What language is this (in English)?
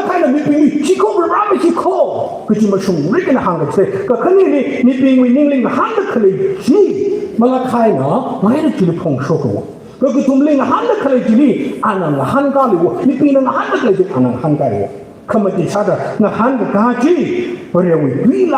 Tangkhul Naga (India)